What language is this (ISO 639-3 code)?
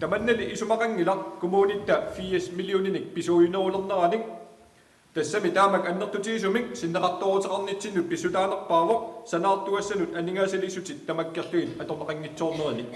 kal